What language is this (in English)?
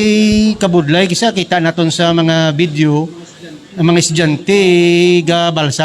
Hiligaynon